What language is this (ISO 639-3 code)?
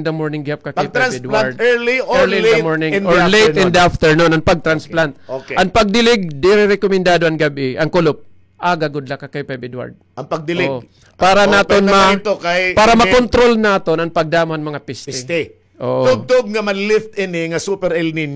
war